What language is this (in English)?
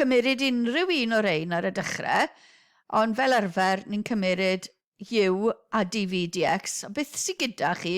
Welsh